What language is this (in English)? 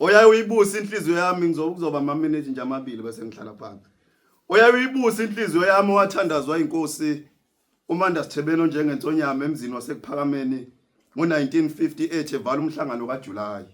Zulu